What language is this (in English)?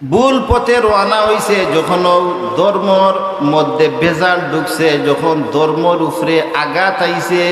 Sylheti